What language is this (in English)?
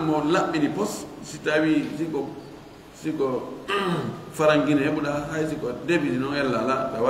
Fula